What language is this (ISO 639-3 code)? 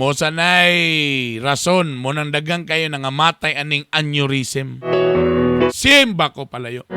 ceb